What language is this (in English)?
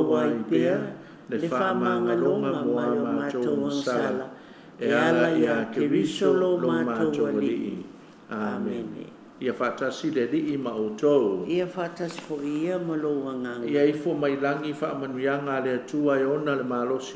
Samoan